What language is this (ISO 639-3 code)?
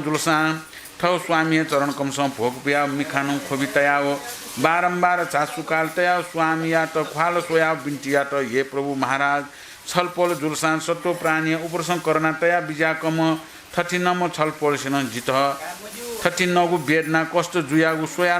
new